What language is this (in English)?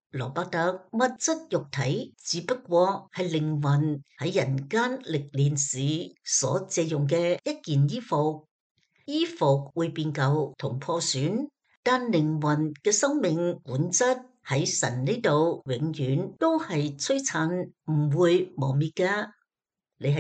Cantonese